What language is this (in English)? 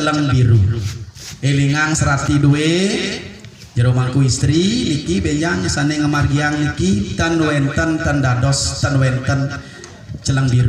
Balinese